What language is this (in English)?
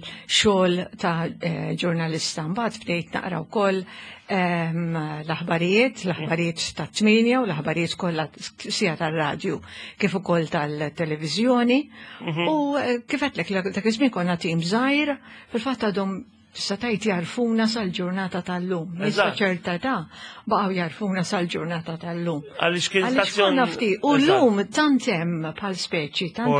Maltese